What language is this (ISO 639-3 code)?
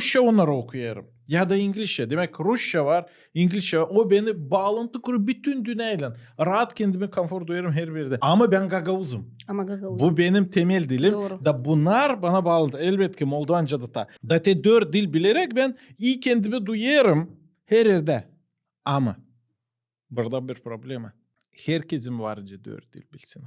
gag